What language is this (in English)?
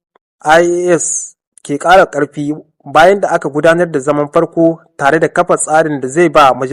Hausa